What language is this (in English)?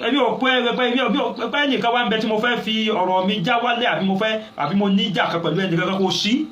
Yoruba